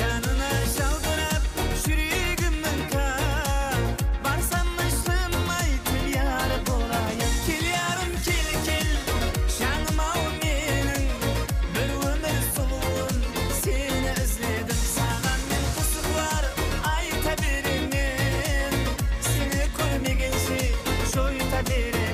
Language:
Kara-Kalpak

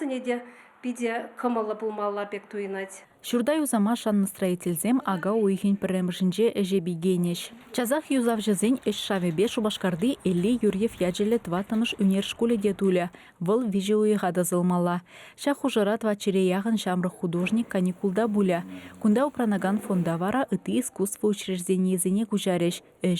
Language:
Chuvash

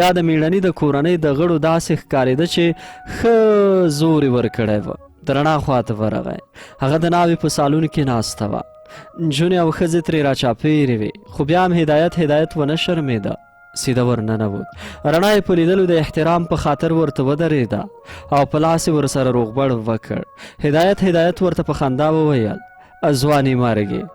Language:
Pashto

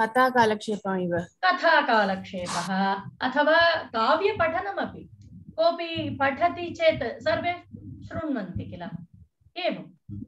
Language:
Sanskrit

